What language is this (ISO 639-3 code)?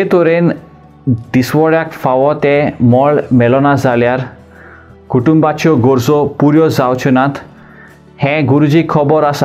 kok